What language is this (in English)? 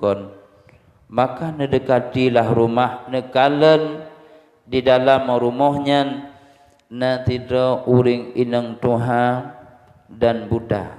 Achinese